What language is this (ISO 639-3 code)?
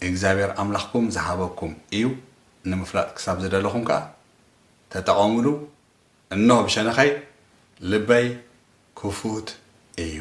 tir